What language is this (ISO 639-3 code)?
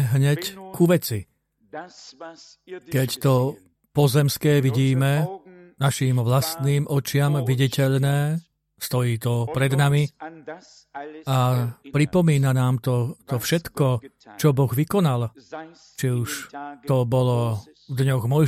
slk